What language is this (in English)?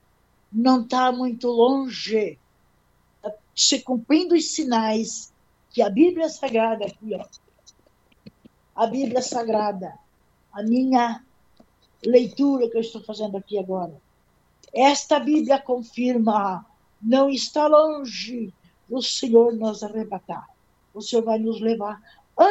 Portuguese